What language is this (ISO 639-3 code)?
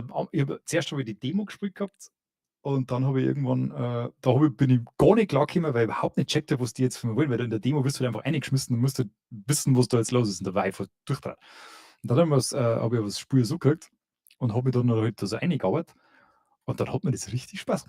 bar